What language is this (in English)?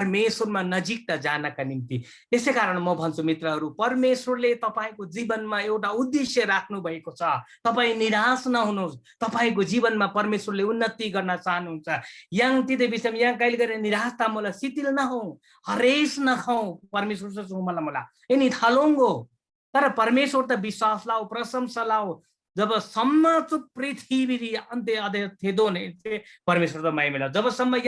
Eastern Tamang